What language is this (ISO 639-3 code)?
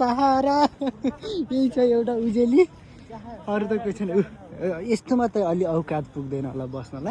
nep